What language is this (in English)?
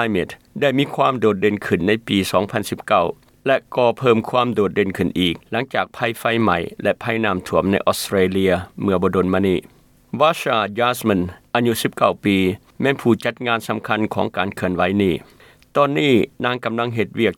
Lao